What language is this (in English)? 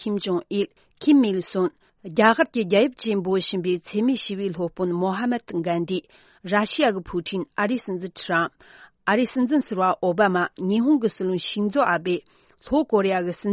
Tibetan